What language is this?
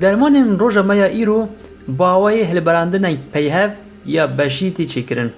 Kurdish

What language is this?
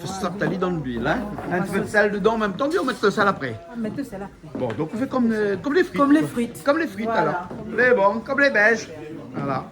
Réunion Creole French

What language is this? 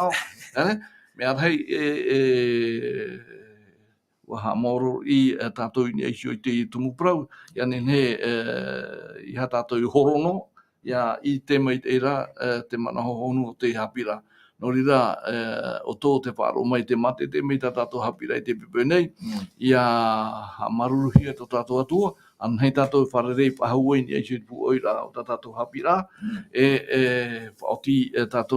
Tahitian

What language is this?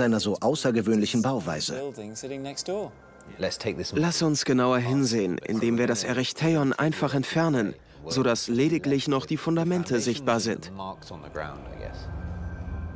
German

